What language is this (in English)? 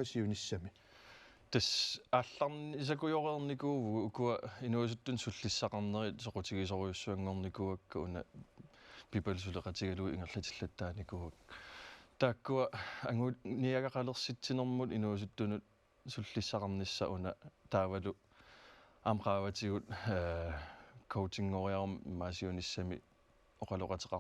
Kalaallisut